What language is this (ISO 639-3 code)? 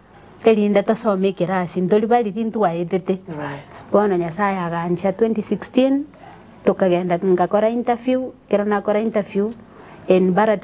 guz